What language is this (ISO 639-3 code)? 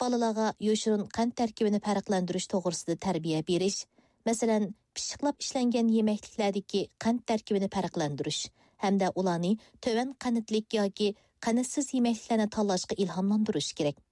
uig